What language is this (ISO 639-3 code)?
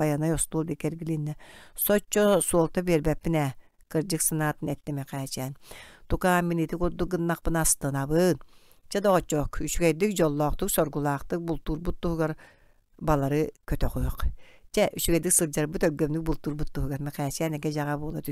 sah